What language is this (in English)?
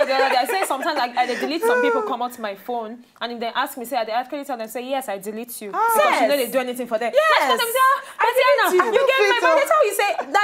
Nigerian Pidgin